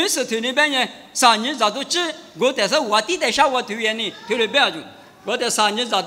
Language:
Lisu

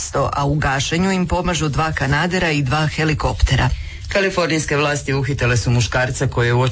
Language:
Croatian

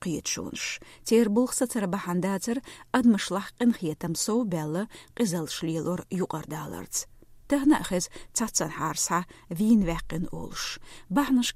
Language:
Chechen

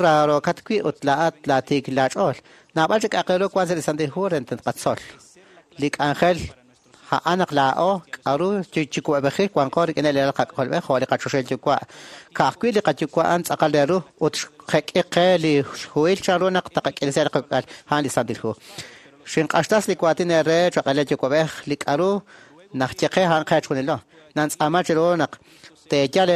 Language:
Kekchí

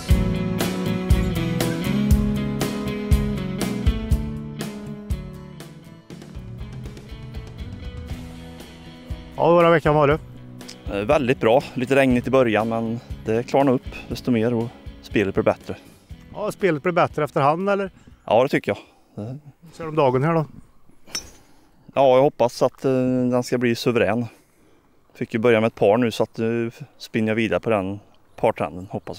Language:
Swedish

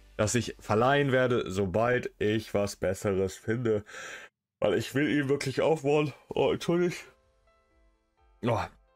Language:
German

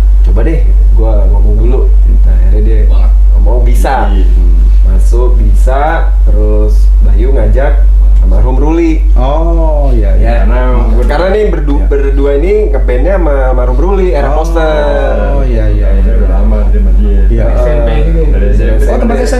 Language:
Indonesian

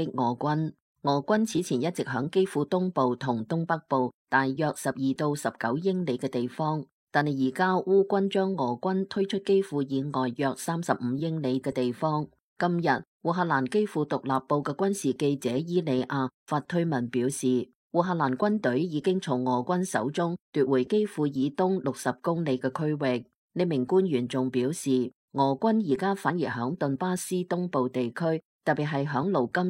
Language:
Cantonese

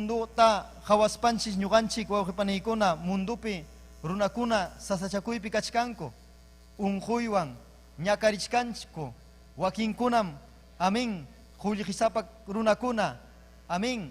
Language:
Ayacucho Quechua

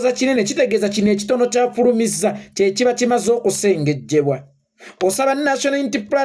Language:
Ganda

